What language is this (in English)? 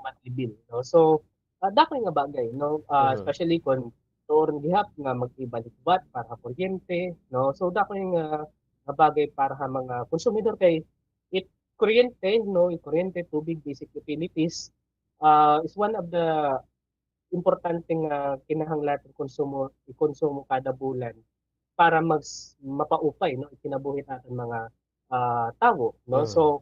Waray